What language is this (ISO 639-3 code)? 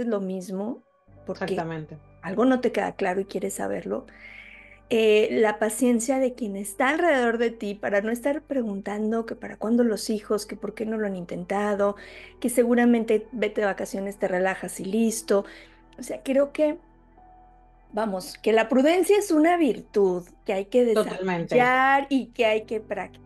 spa